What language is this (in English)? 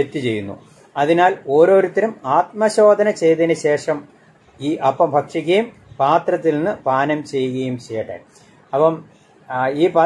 Malayalam